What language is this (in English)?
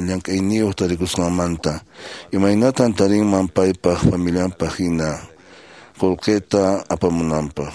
Quechua